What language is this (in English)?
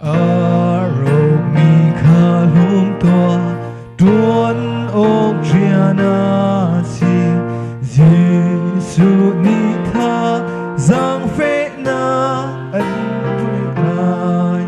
Hakha Chin